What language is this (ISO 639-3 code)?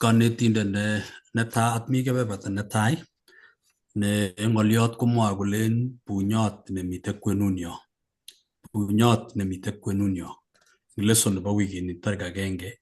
kln